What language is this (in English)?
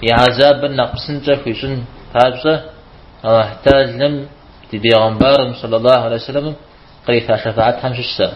Kabardian